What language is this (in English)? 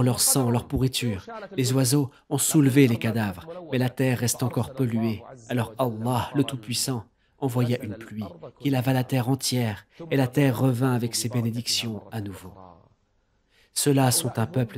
French